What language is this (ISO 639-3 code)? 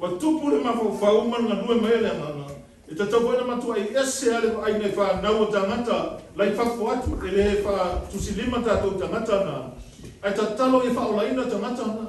smo